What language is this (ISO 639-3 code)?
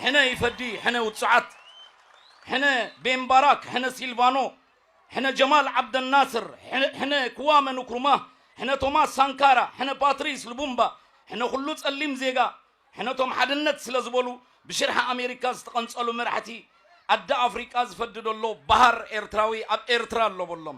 tir